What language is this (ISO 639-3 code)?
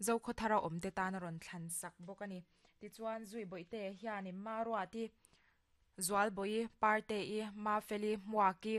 lus